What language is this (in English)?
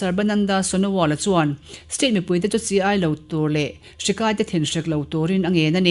Mizo